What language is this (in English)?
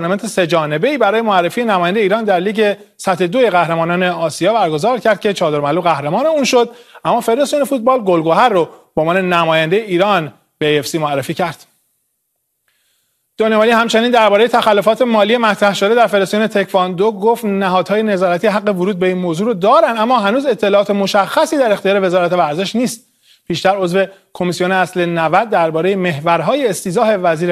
Persian